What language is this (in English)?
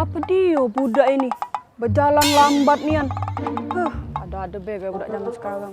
Musi